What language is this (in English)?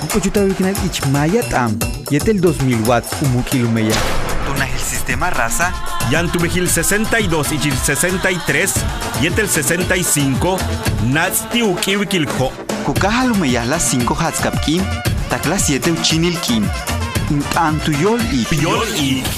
Yucateco